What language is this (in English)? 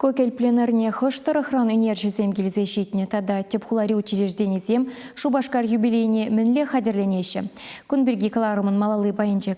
Chuvash